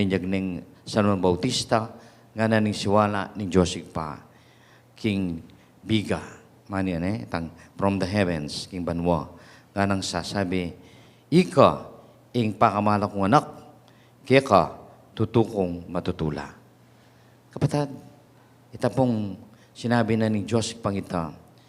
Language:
Pampanga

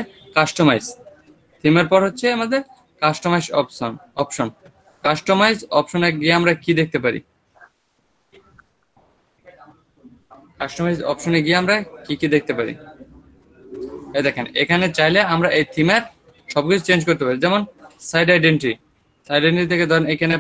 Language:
Bangla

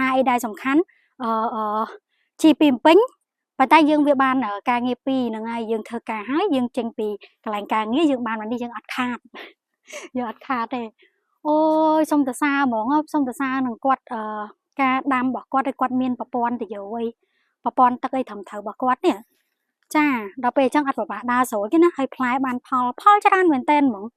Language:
Khmer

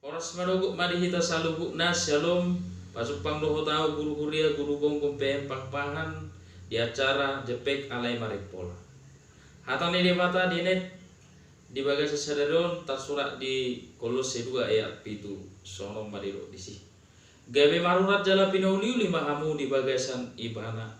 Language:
Batak Toba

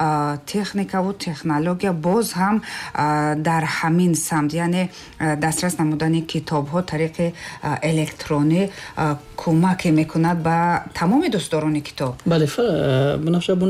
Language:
Tajik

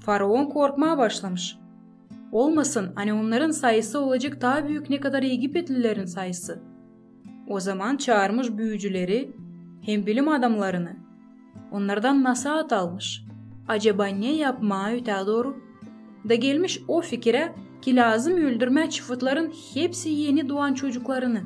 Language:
Gagauz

